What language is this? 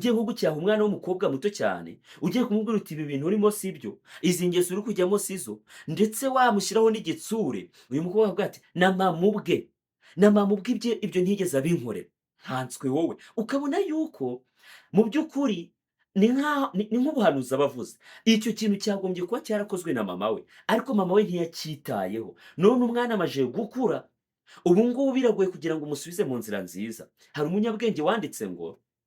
Kinyarwanda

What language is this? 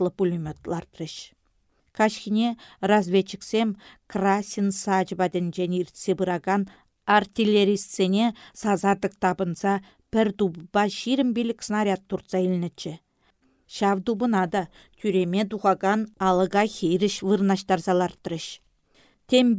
Chuvash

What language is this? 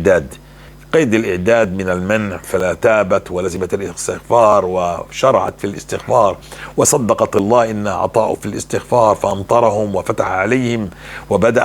North Levantine Arabic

